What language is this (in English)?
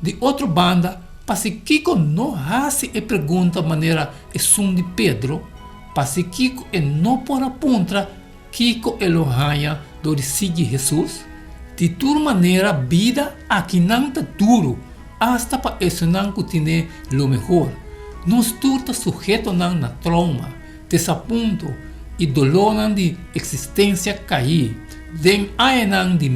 Papiamento